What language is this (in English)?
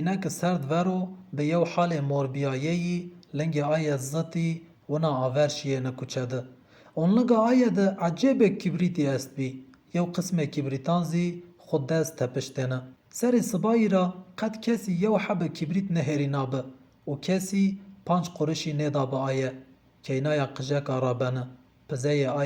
Zaza